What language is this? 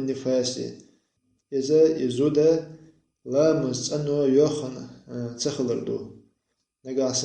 Chechen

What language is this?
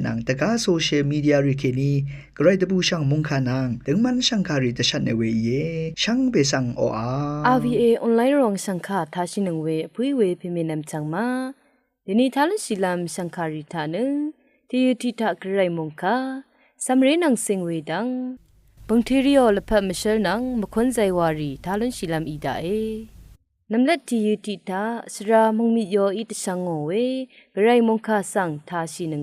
Rawang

